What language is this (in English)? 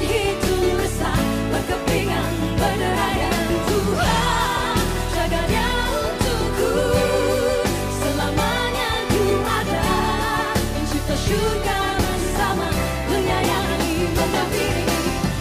Malay